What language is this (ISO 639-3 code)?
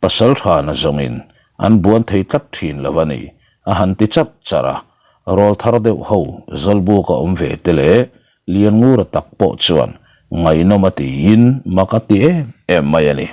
lus